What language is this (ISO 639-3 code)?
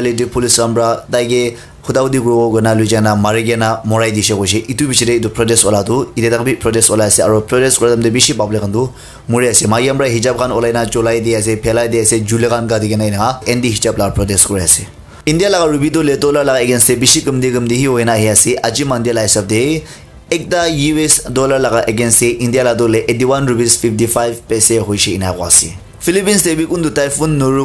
nag